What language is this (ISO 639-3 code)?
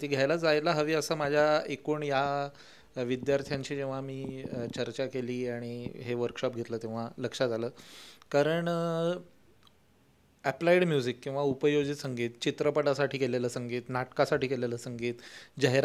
mar